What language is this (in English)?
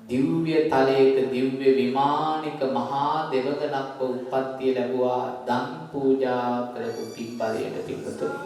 Sinhala